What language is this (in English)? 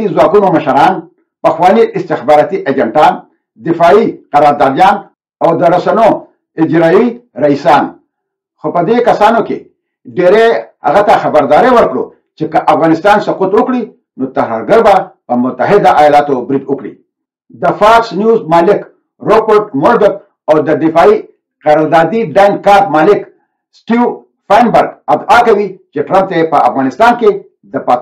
Pashto